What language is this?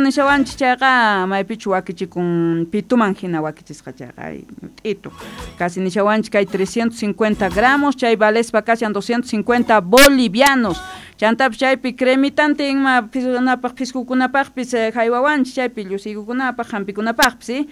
South Bolivian Quechua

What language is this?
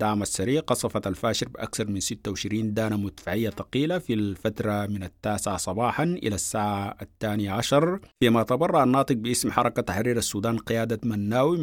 Sudanese Arabic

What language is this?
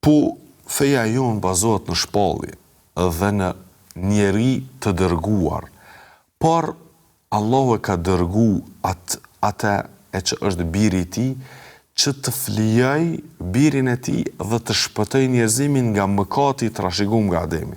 Albanian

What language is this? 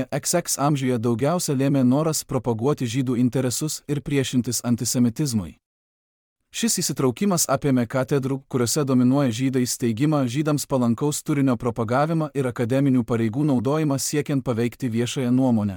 Lithuanian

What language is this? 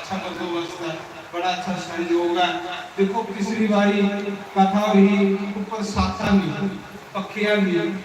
Dogri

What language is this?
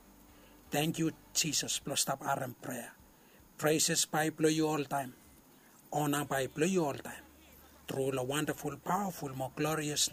Bislama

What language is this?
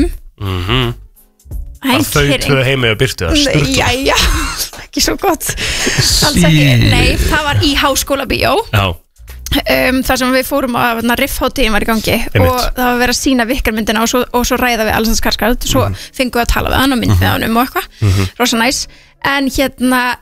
Icelandic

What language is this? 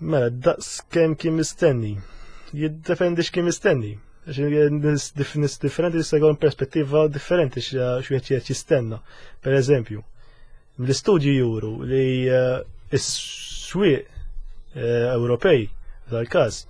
Maltese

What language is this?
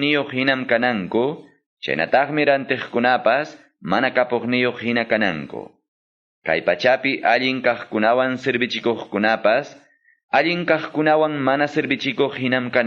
Quechua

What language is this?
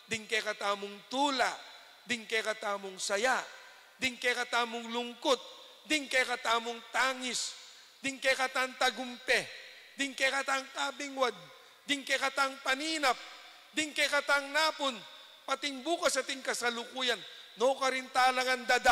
Pampanga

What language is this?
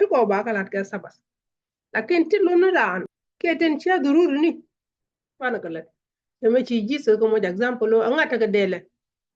Nuer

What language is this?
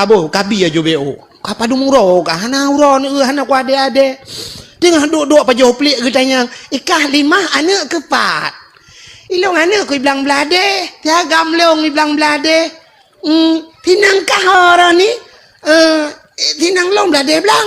Achinese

